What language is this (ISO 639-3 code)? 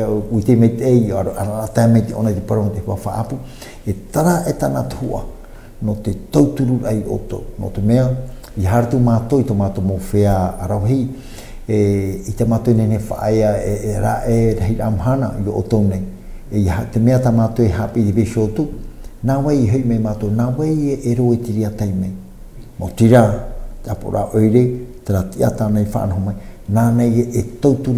tah